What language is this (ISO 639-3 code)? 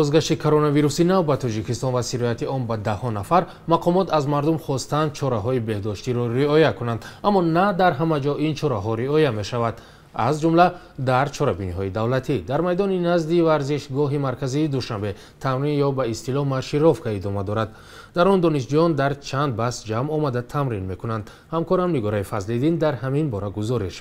tgk